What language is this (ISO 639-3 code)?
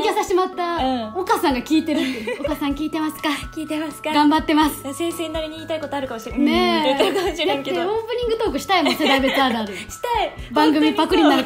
jpn